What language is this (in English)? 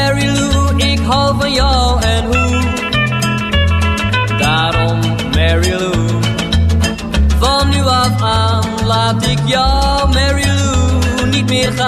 Dutch